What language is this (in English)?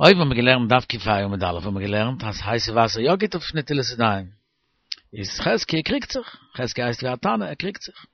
Yiddish